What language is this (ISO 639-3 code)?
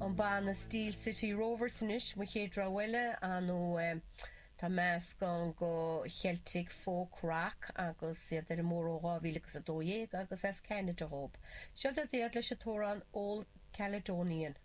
gle